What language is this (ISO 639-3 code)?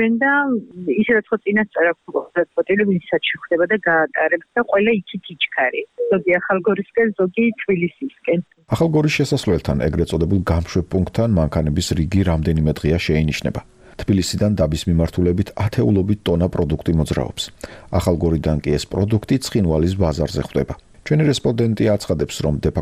kat